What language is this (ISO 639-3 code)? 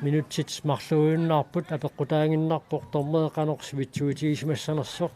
kal